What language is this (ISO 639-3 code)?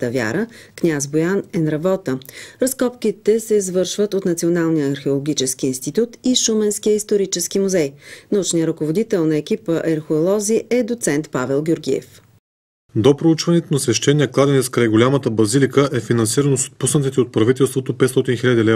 bul